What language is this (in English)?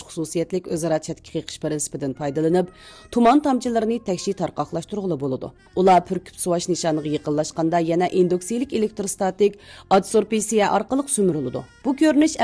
Uyghur